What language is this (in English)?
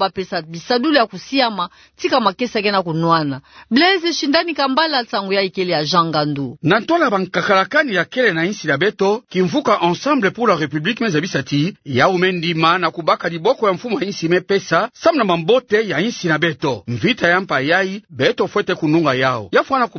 Kituba (Democratic Republic of Congo)